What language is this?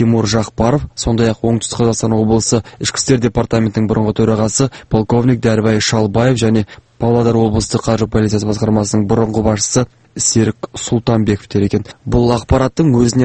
Kazakh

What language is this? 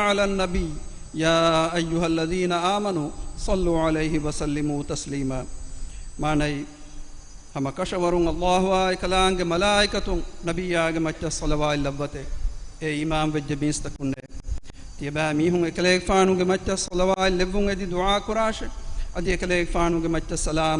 Divehi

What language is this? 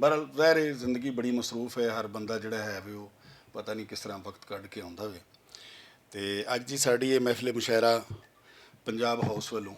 Western Panjabi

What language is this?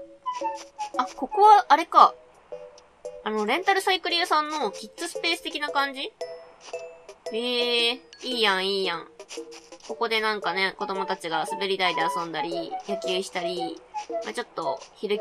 Japanese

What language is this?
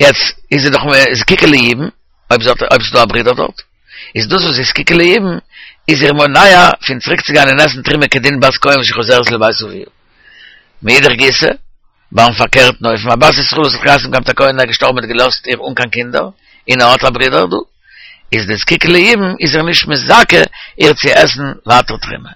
Yiddish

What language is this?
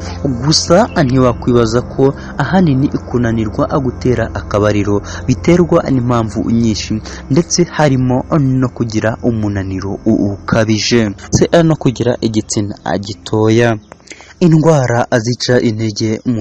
Kinyarwanda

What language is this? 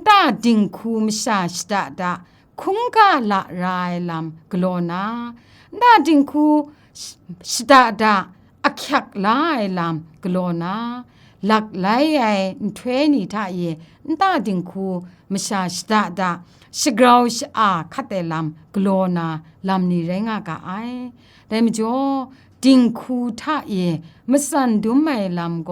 Kachin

